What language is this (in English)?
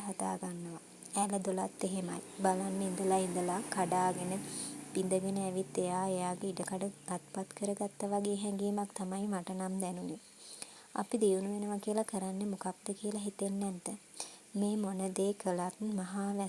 Sinhala